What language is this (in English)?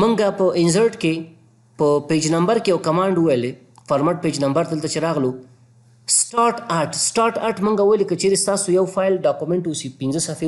Pashto